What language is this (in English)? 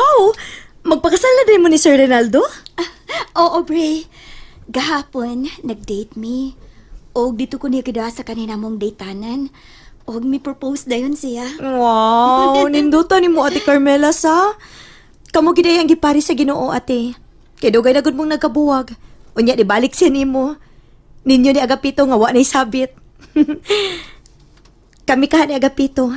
Cebuano